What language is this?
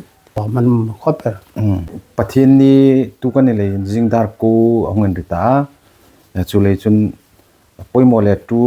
Hmar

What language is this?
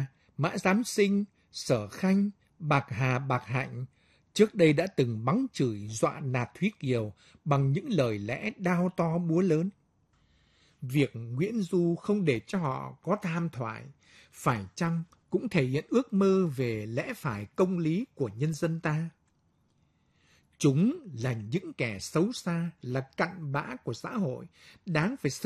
Vietnamese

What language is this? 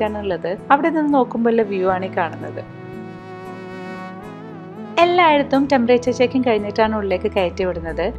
Malayalam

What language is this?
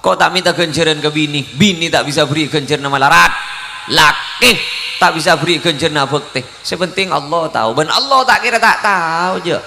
Madurese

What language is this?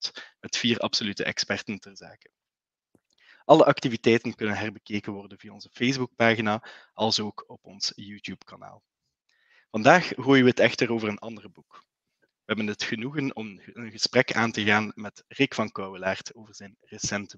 Dutch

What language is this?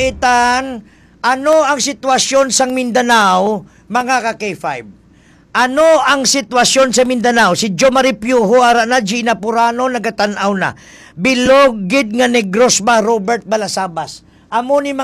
Hiligaynon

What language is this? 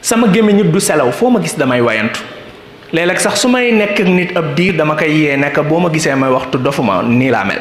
Wolof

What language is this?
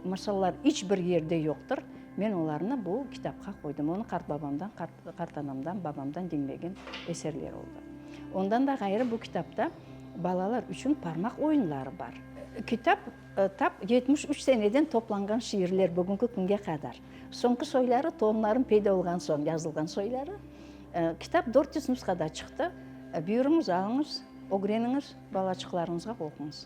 Crimean Tatar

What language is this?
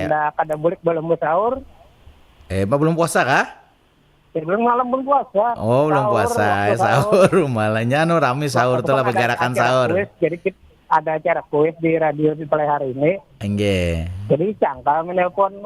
Banjar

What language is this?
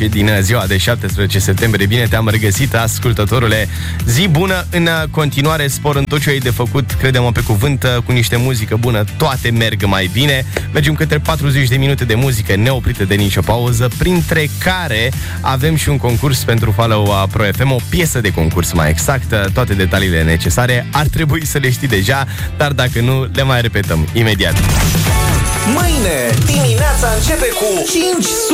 Romanian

